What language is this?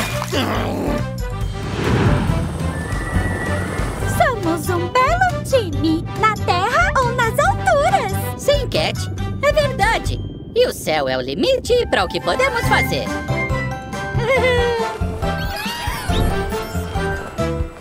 Portuguese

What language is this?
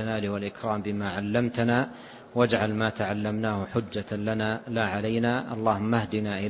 Arabic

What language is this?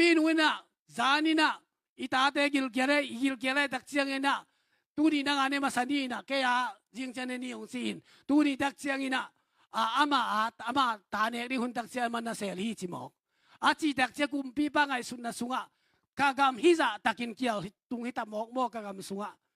Tedim Chin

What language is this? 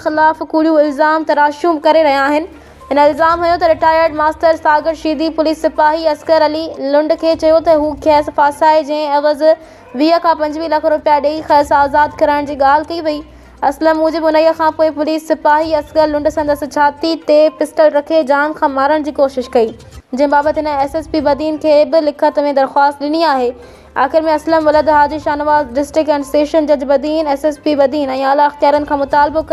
Sindhi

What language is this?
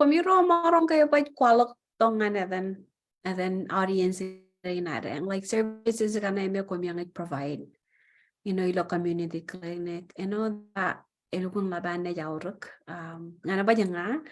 Marshallese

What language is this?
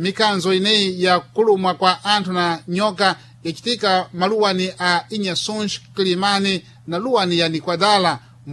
Sena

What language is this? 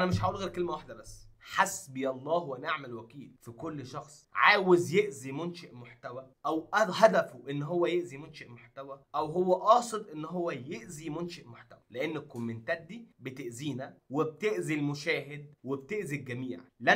Egyptian Arabic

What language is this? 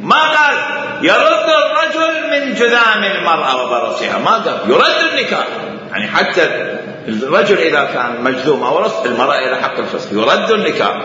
Mesopotamian Arabic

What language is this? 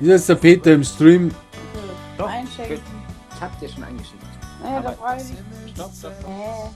Bavarian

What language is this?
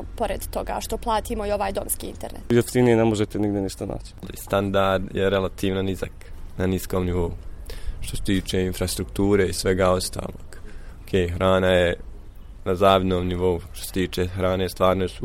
Serbian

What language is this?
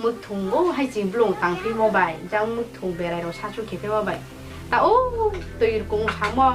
Riang (India)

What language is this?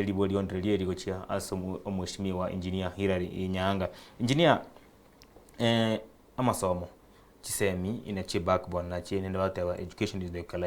Gusii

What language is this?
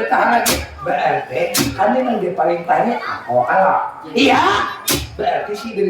Banjar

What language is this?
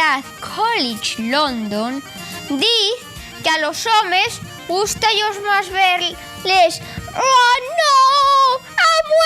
Asturian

